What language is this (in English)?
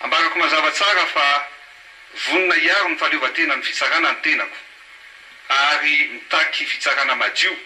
Malagasy